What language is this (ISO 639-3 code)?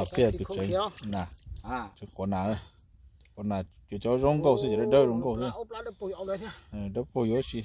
hmn